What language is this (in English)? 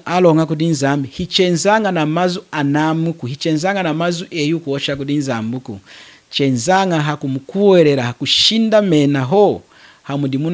Lunda